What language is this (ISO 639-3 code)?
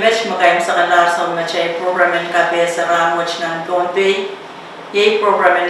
pon